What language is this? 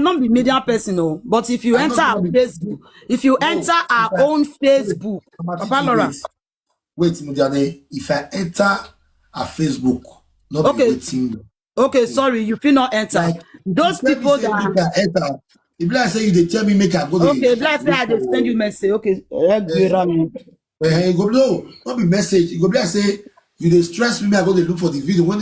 Nigerian Pidgin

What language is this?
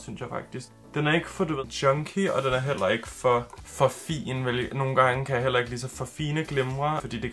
Danish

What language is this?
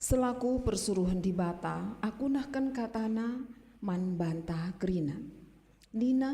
Batak Karo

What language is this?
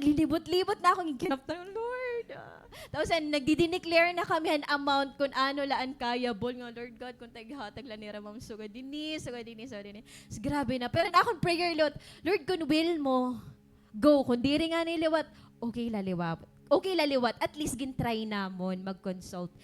Waray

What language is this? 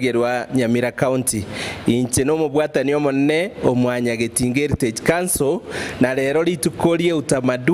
Gusii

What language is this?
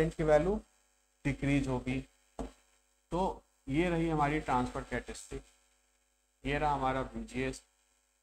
Hindi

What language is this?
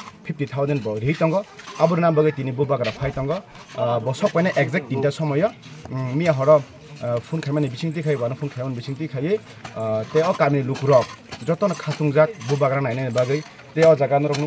Kok Borok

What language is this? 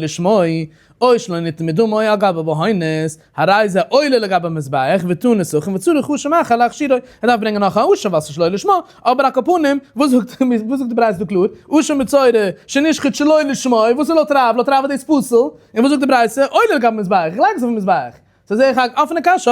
Yiddish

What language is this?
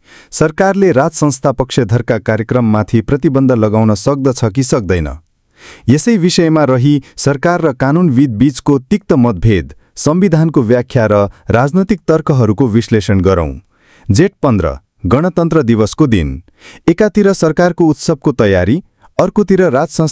Nepali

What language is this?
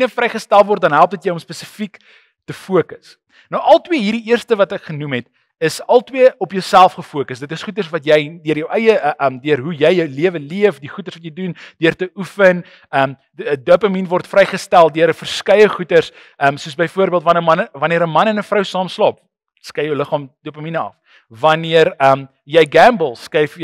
Afrikaans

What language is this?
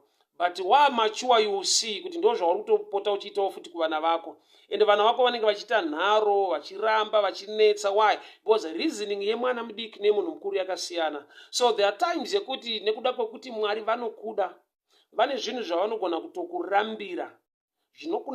Shona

